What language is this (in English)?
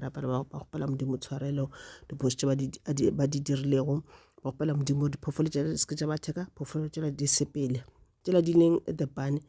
Northern Sotho